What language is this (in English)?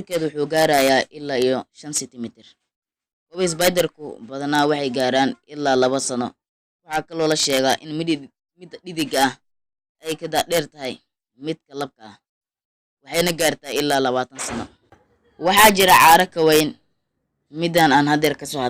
Somali